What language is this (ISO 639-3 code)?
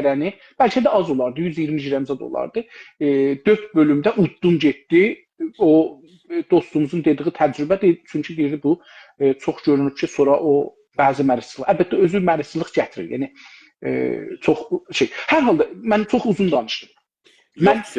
azb